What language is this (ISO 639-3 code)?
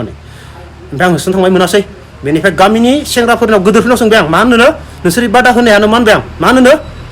brx